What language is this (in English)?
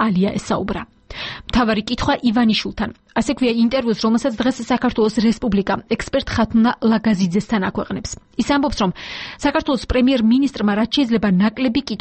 Georgian